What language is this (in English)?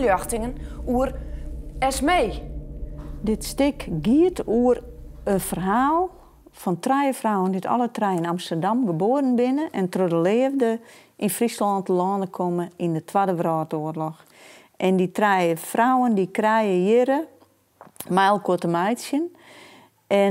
Western Frisian